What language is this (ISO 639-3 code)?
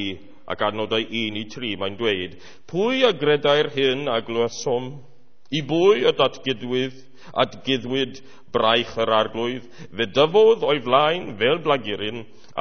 cym